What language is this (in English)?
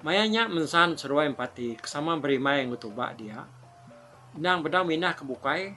Iban